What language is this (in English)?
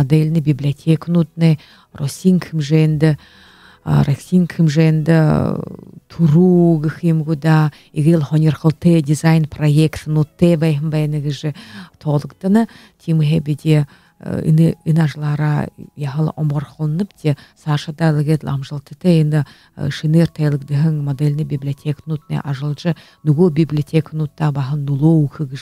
Buriat